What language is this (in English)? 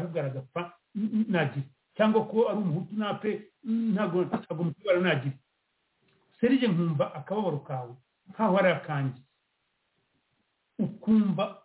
Kinyarwanda